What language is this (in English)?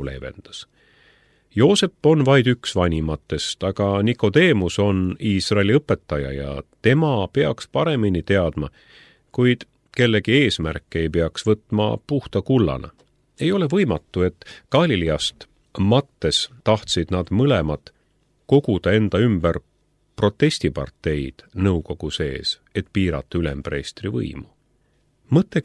Estonian